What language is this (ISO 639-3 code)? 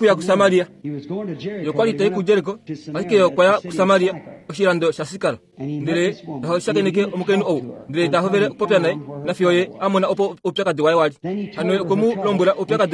kua